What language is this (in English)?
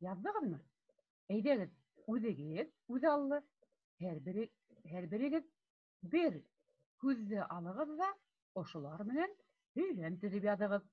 Bashkir